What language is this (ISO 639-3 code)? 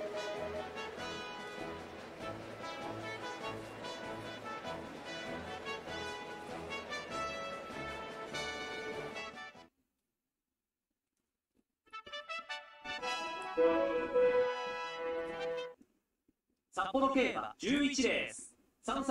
jpn